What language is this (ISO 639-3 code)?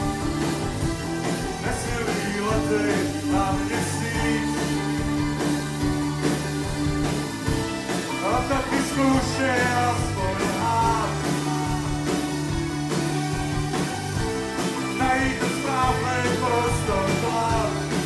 ces